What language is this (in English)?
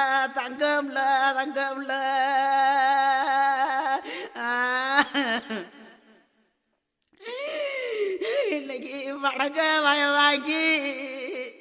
Tamil